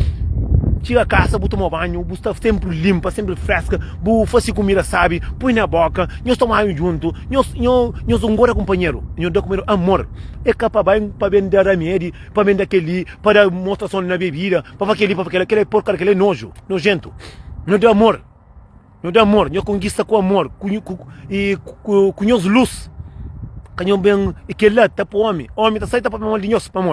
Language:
Kabuverdianu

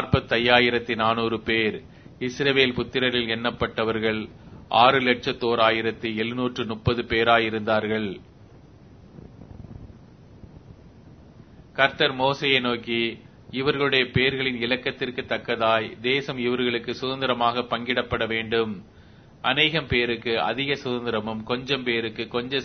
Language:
Tamil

